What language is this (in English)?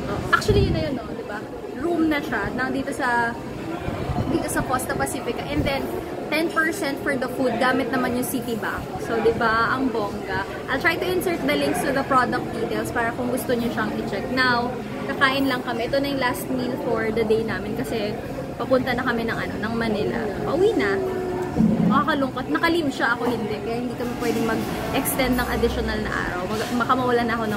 Filipino